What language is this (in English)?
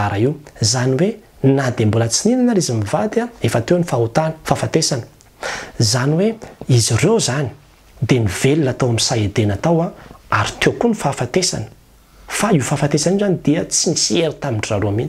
Malagasy